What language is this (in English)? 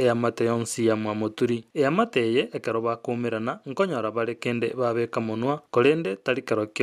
Gusii